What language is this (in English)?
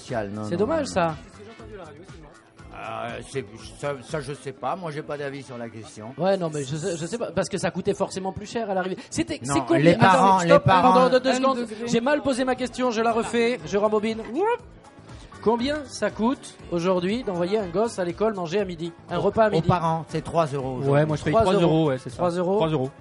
French